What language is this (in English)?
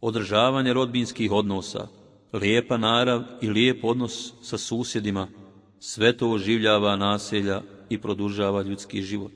Bosnian